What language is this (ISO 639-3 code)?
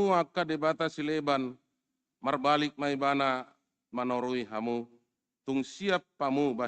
bbc